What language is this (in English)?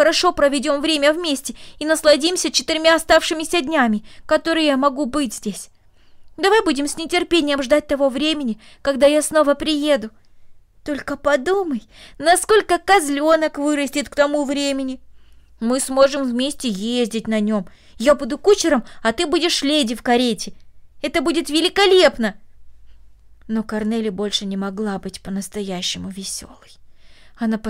Russian